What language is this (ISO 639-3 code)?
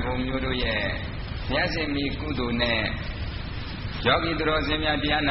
mya